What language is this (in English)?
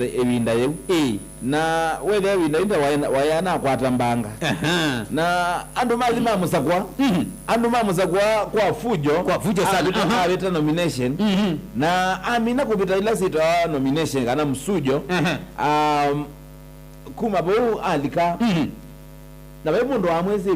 Kamba